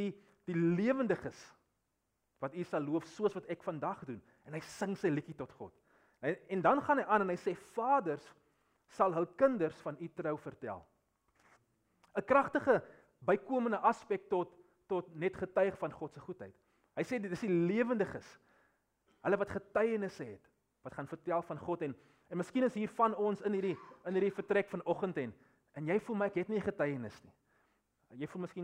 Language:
Afrikaans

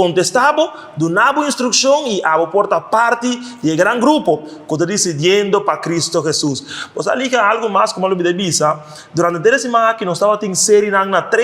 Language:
Papiamento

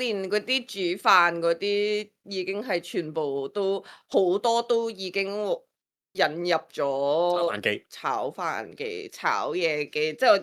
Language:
Cantonese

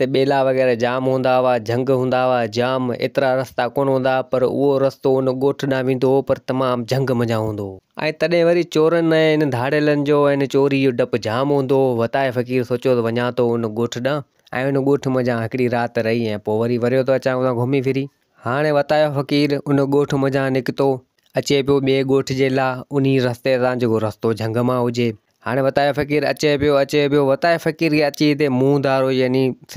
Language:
Sindhi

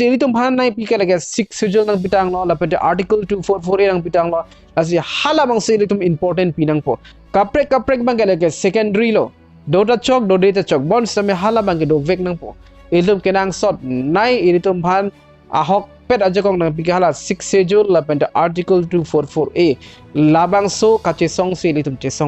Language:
Karbi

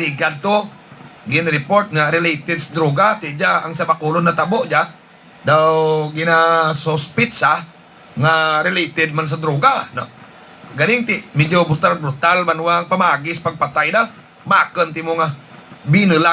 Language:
Hiligaynon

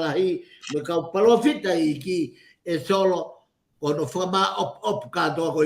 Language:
Tongan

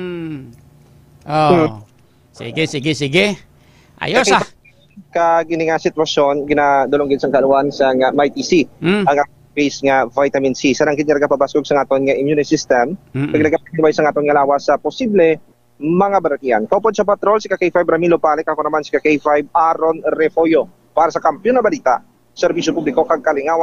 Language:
Hiligaynon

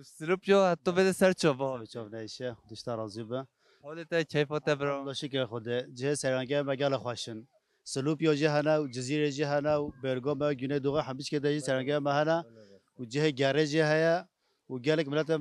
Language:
Kurdish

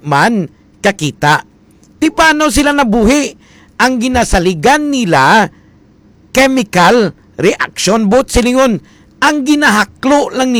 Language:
Hiligaynon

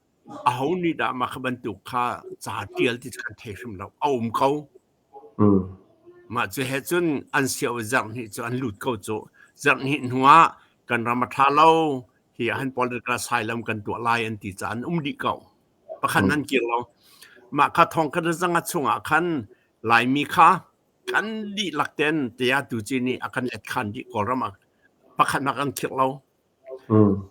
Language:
Hakha Chin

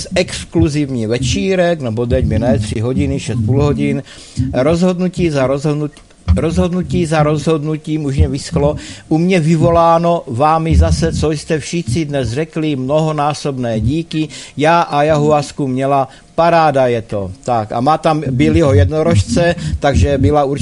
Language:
Czech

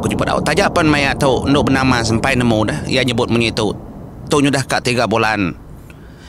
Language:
Iban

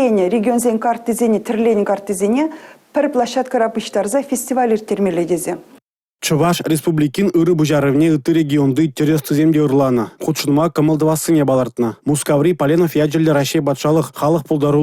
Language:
Chuvash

